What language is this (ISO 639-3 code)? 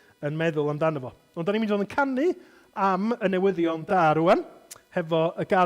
cym